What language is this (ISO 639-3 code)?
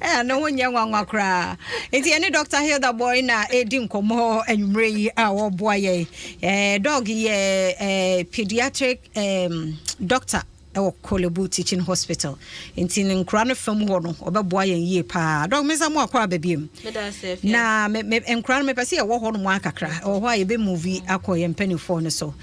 aka